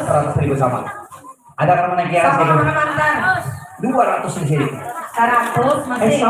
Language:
Banjar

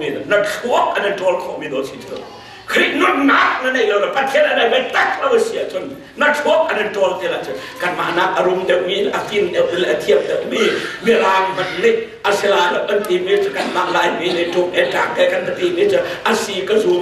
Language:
Hakha Chin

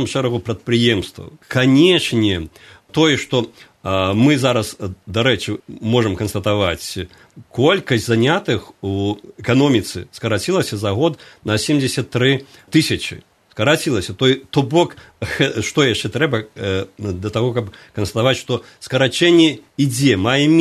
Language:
Belarusian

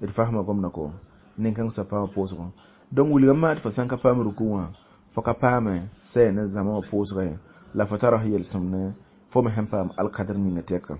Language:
Mossi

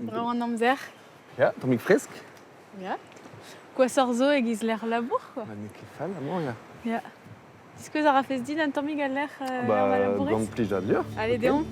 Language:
Breton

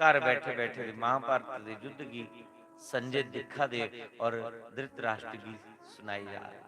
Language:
Dogri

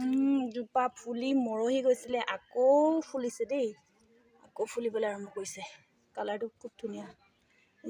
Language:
Assamese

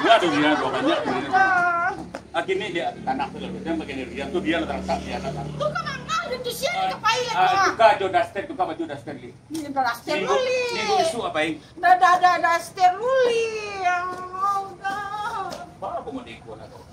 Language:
Minangkabau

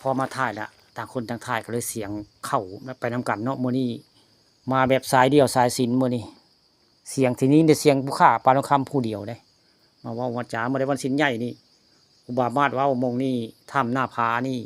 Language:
Northeastern Thai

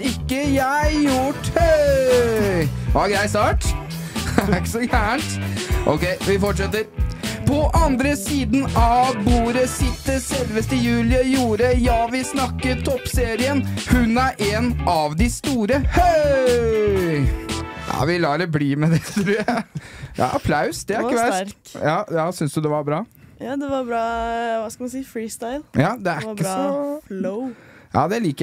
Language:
Norwegian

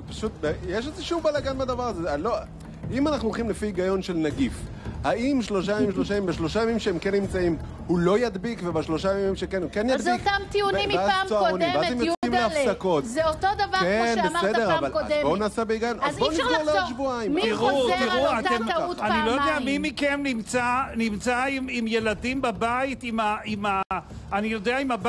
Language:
Hebrew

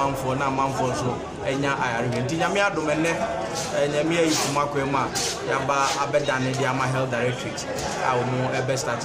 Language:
Akan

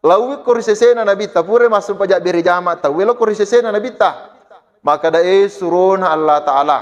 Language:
Buginese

